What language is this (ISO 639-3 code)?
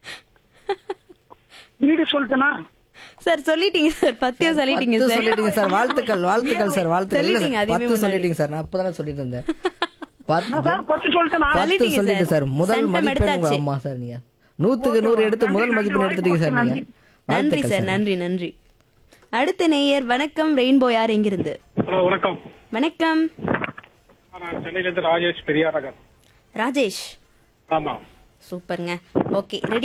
tam